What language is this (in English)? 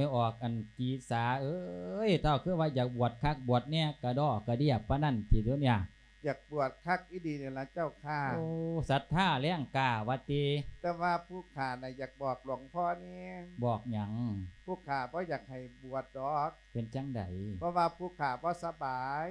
Lao